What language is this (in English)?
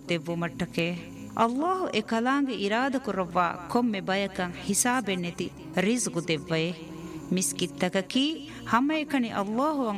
Divehi